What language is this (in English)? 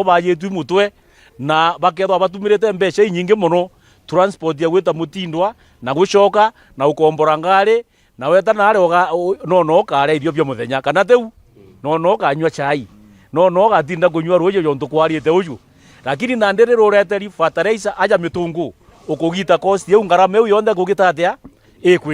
Meru